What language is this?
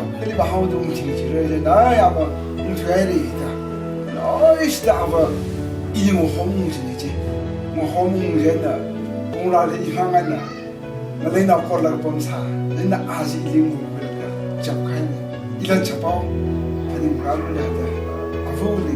Tangkhul Naga (India)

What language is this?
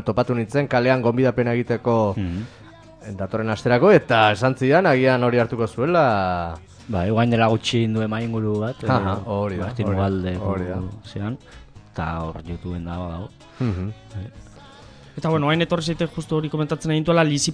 Basque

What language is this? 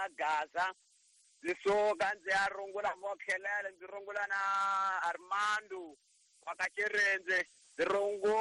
Tsonga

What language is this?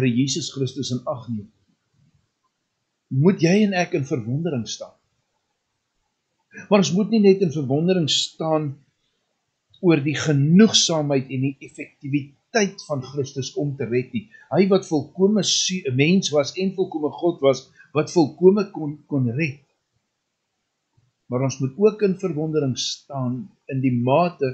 Afrikaans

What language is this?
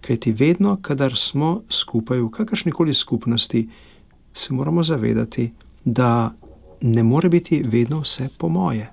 Slovenian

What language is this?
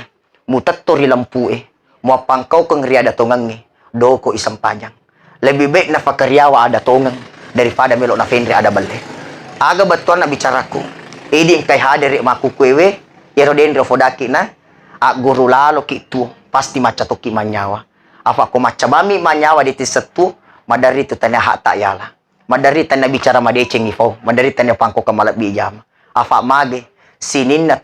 Buginese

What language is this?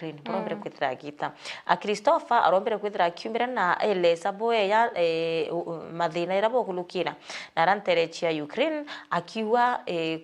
Meru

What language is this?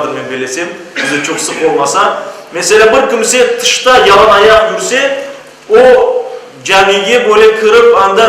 Crimean Tatar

